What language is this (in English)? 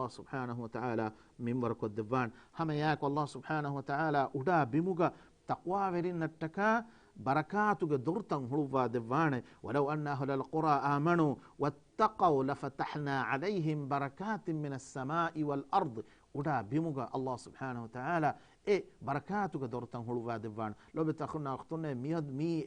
Divehi